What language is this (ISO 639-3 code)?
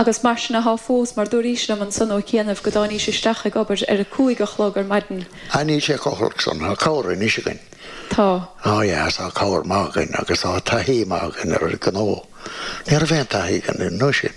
gle